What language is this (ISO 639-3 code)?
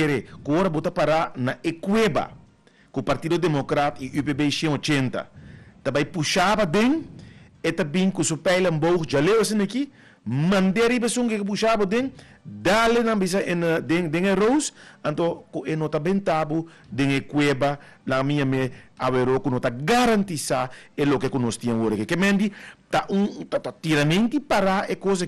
pap